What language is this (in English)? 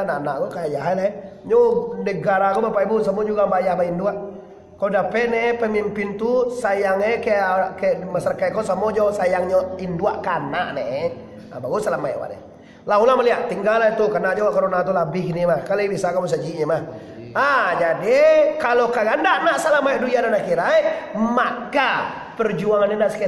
Minangkabau